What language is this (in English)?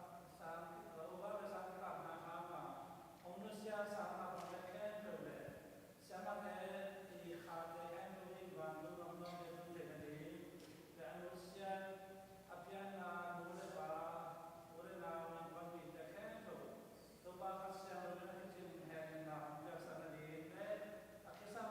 Tedim Chin